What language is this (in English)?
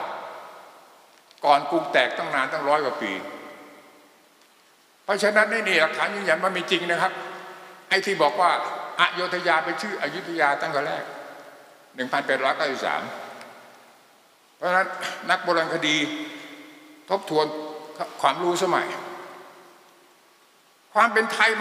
Thai